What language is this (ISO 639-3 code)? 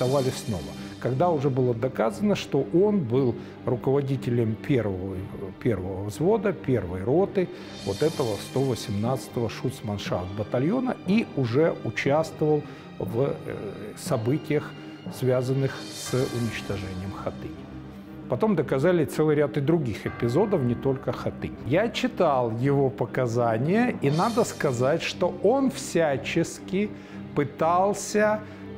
rus